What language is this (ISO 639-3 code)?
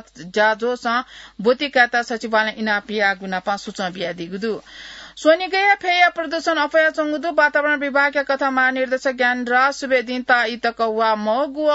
new